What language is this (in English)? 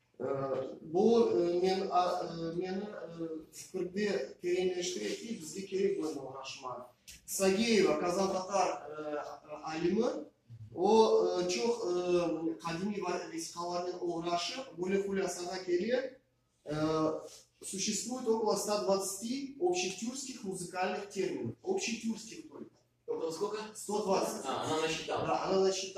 Crimean Tatar